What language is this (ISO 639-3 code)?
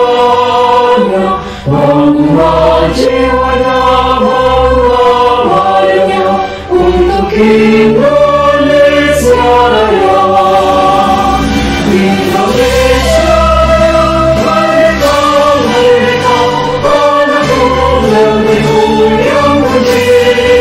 ind